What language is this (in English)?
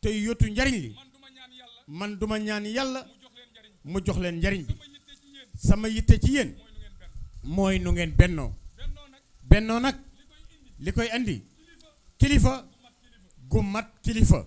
Wolof